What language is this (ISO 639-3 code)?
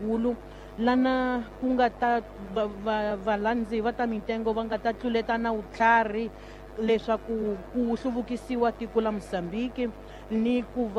tso